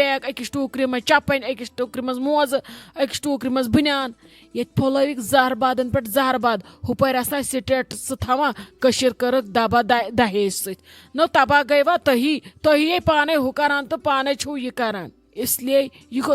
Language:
Kashmiri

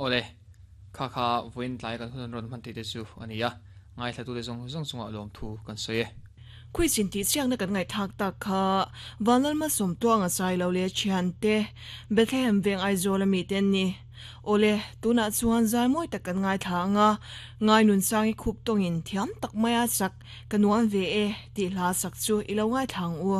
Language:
Mizo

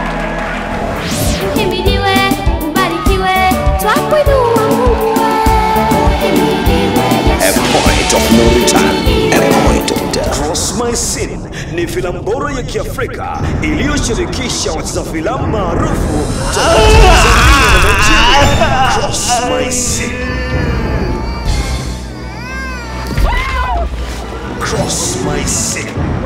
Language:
Swahili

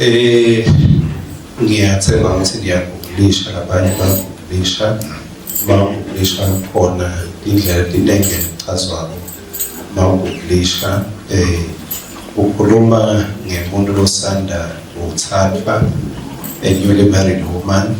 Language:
Swati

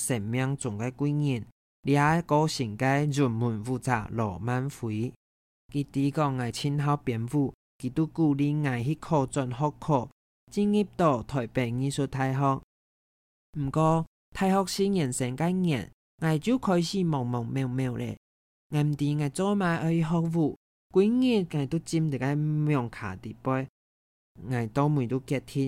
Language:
Hakka Chinese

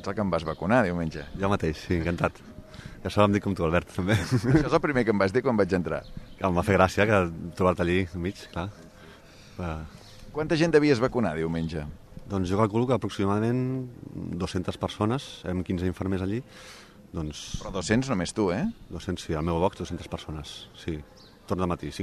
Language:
Catalan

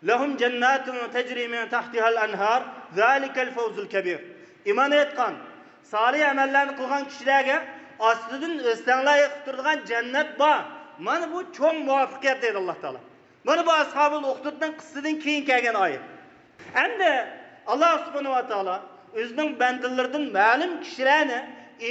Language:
Uyghur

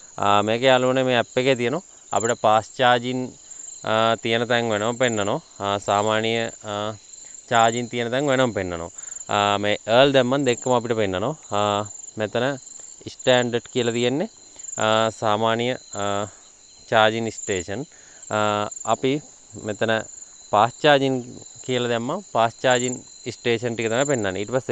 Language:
Sinhala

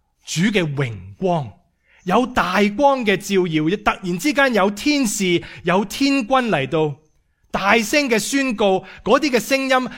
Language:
Cantonese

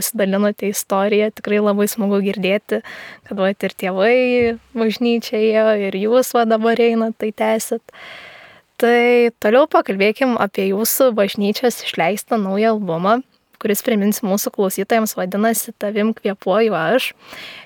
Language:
Lithuanian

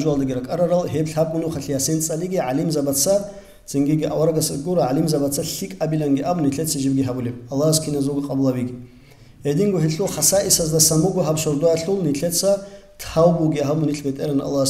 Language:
Avaric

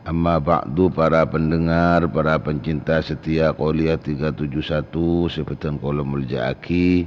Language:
Madurese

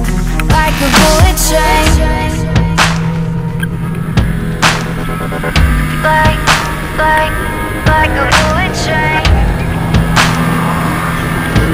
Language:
English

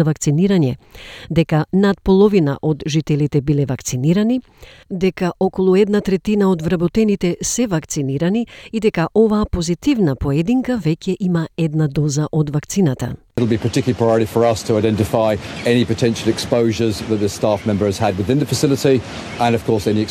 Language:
Macedonian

